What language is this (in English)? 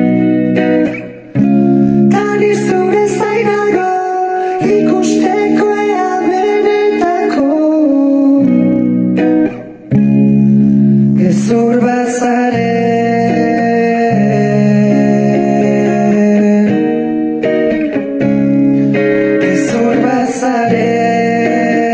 Basque